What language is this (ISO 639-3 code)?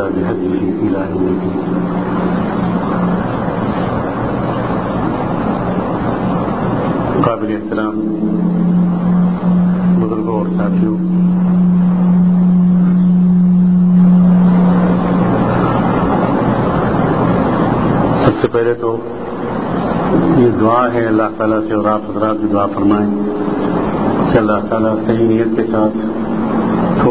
urd